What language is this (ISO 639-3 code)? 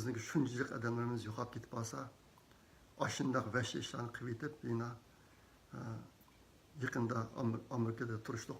uig